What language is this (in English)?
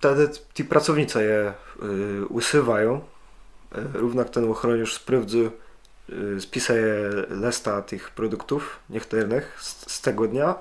Kashubian